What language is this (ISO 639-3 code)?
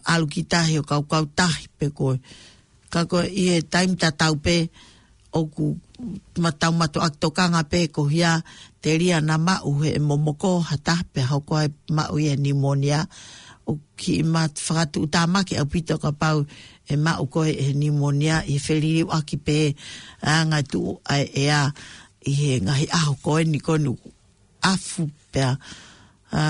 ton